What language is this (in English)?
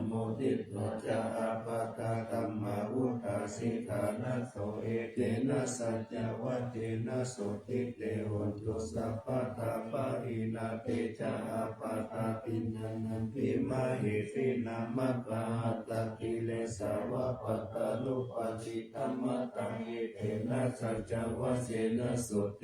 Pali